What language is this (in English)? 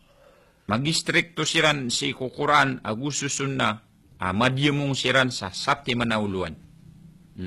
Maranao